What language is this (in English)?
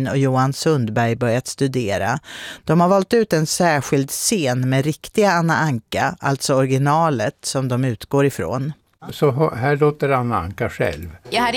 Swedish